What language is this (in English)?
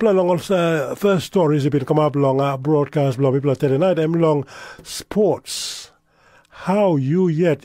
Tok Pisin